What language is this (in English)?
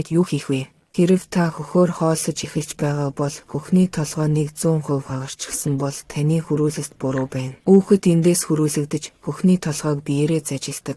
Mongolian